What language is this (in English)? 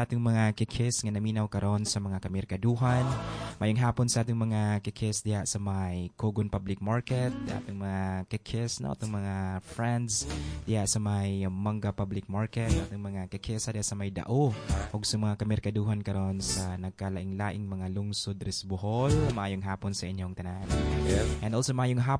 Cebuano